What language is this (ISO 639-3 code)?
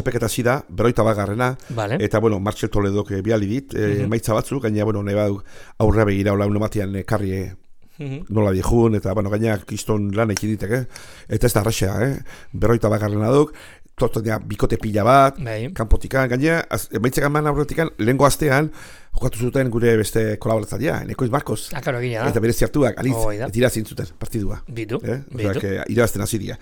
eus